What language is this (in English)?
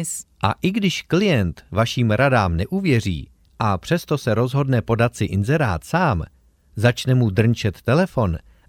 Czech